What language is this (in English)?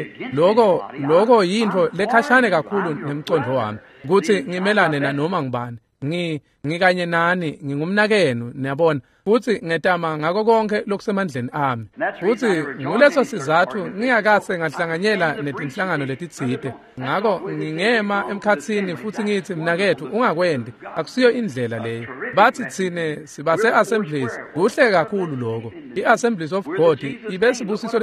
Swati